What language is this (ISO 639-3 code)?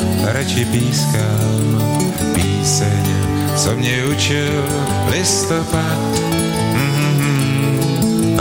ces